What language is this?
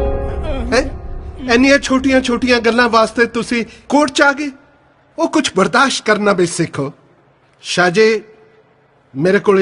Punjabi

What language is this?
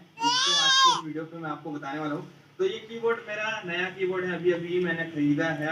Kok Borok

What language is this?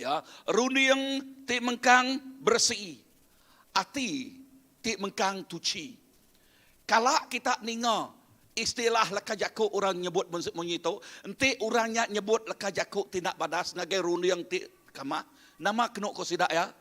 Iban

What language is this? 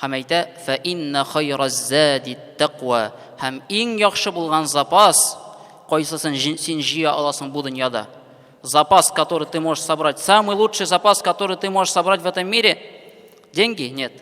Tatar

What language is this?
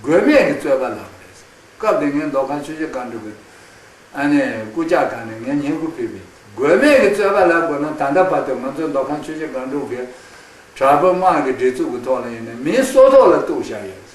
Khams Tibetan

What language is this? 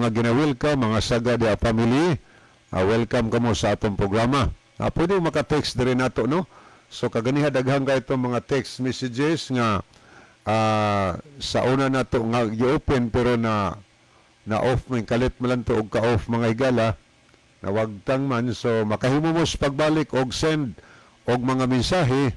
Cebuano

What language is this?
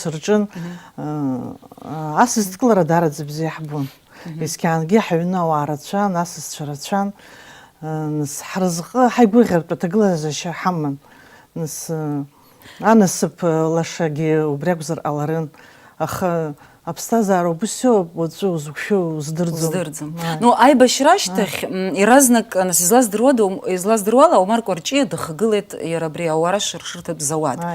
Abkhazian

